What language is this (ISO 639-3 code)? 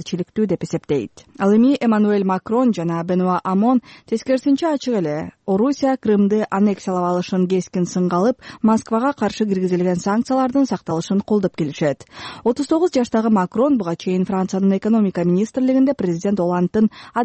kir